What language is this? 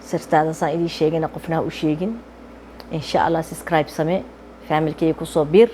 Somali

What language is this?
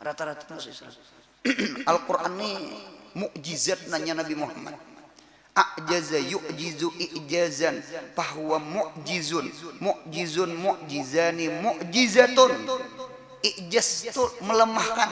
Banjar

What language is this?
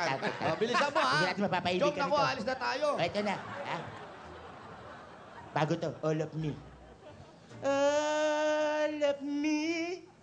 Filipino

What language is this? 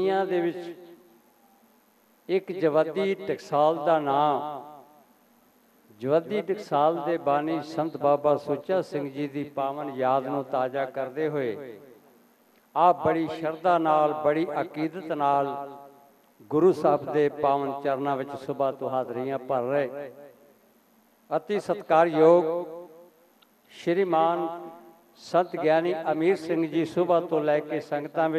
Punjabi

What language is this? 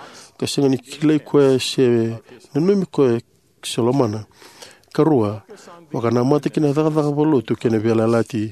Fijian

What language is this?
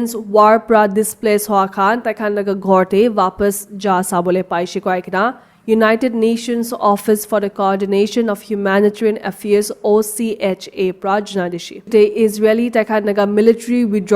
Naga Pidgin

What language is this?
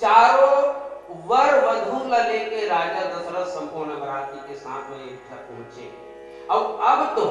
Chhattisgarhi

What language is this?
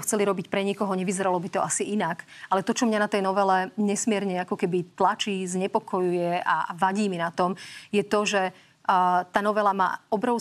Slovak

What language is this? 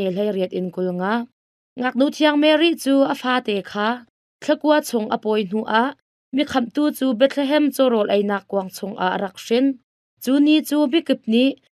Hakha Chin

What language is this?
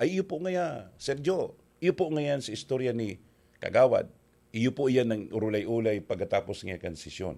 Bikol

